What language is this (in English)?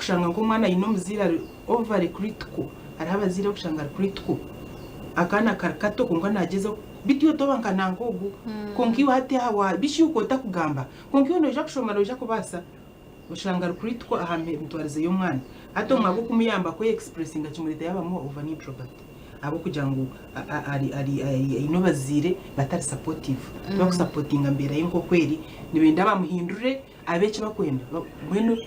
Nyankole